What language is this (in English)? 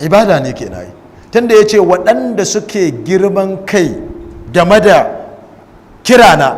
Hausa